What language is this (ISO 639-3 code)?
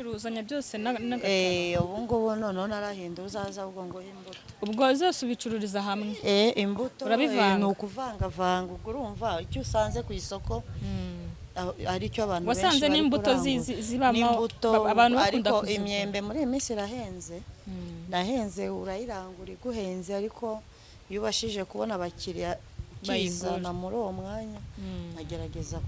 kin